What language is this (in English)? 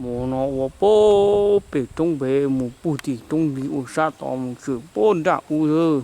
Hmong